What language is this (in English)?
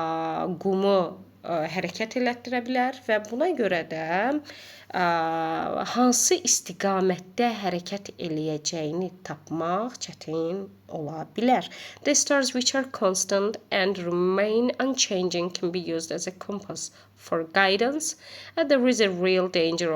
Azerbaijani